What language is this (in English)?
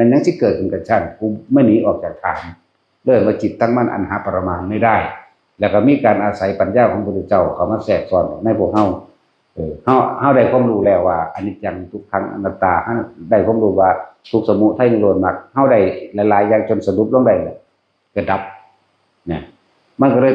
Northeastern Thai